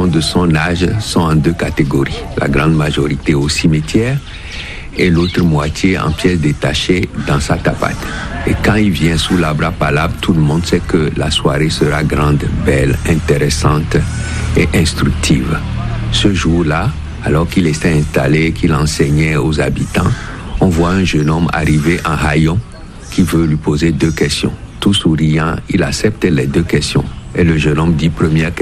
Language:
French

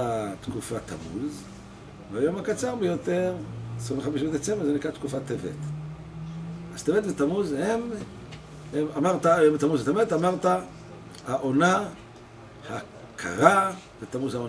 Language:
Hebrew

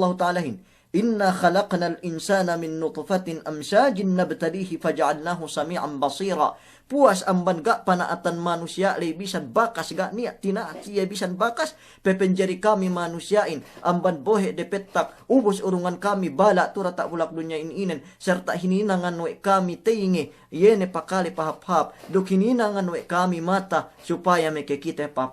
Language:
Yakan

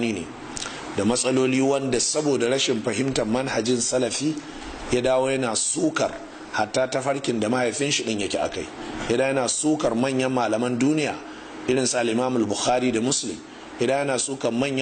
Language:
Hausa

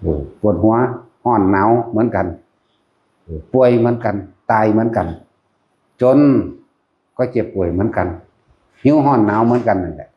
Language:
Lao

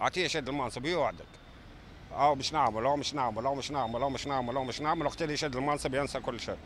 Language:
Tunisian Arabic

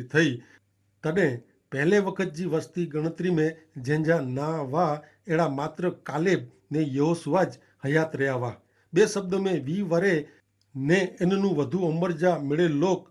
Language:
Kachhi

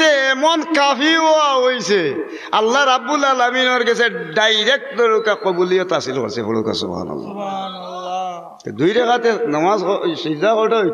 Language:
Sylheti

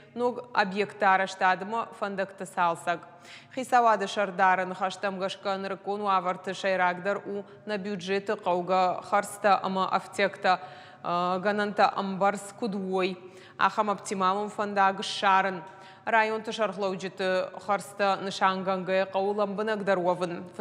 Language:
Ossetic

